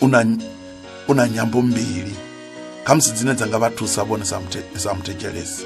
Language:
Venda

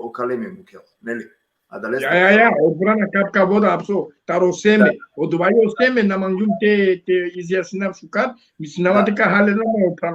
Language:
Balkan Romani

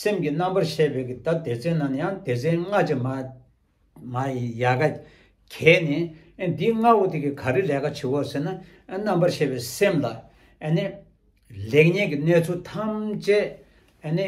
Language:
Tibetan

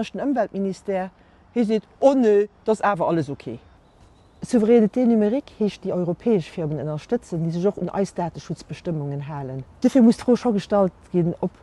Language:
Luxembourgish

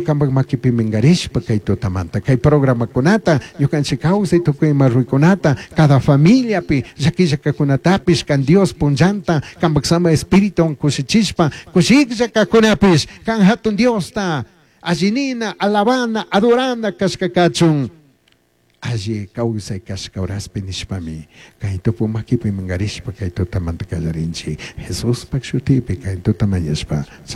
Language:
Chimborazo Highland Quichua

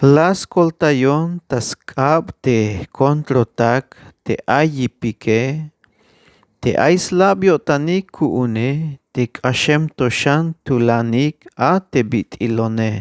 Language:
Tzeltal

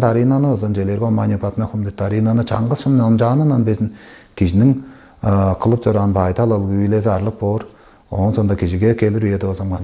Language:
Tuvinian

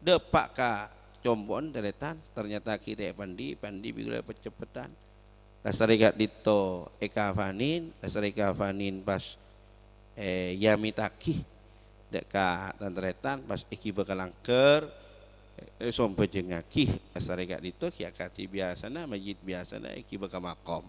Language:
Madurese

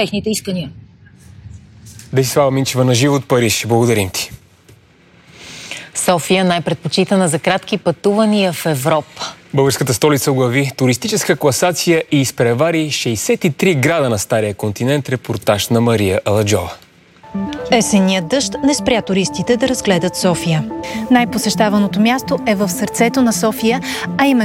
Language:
Bulgarian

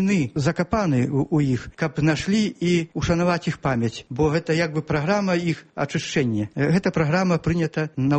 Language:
Belarusian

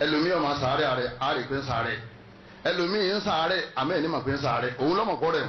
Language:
Yoruba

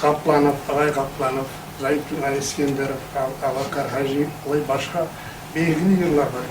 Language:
Kumyk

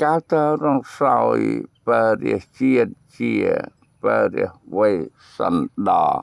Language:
Khmer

